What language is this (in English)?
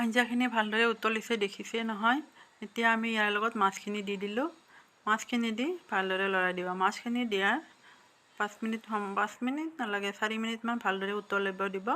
Assamese